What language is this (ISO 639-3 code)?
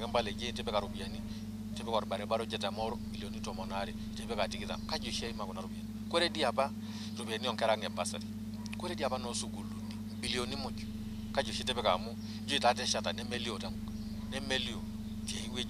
mas